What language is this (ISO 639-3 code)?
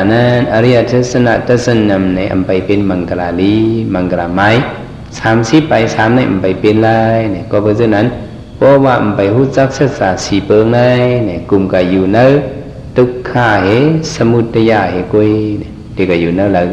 shn